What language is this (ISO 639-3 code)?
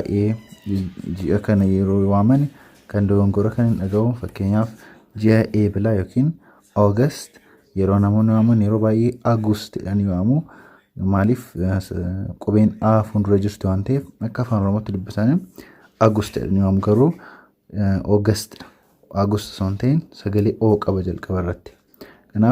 orm